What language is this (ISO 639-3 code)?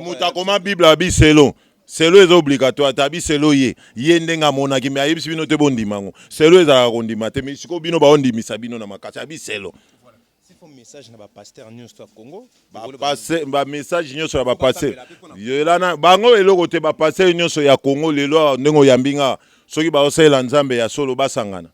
lin